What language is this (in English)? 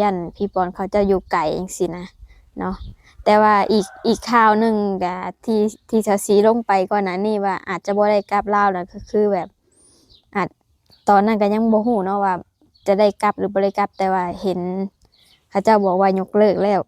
Lao